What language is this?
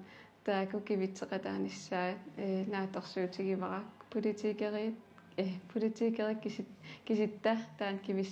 Kalaallisut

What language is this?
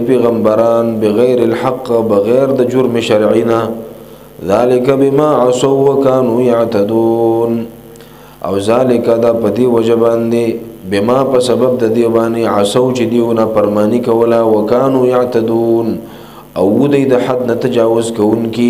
Pashto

